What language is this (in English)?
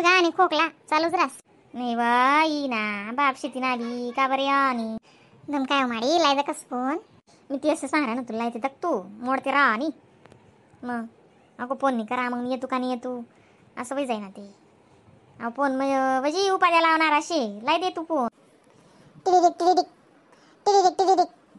Khandesi